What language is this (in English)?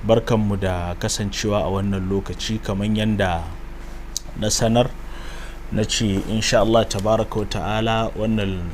Hausa